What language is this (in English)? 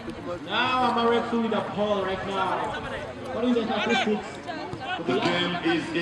Nyankole